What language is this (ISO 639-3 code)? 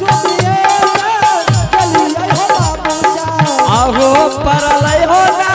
anp